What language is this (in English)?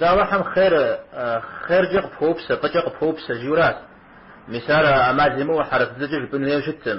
Kabardian